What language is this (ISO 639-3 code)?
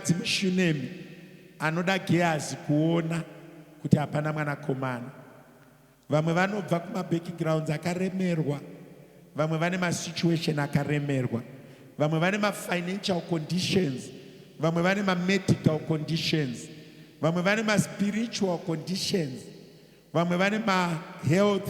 sna